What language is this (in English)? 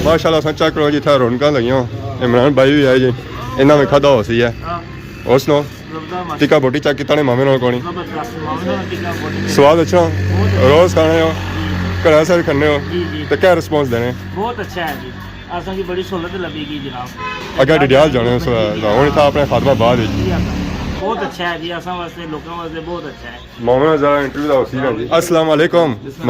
Pahari-Potwari